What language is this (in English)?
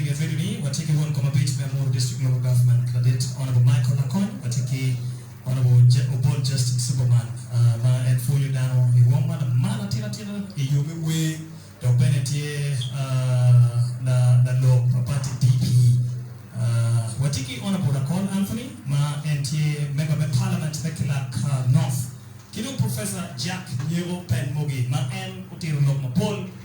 Acoli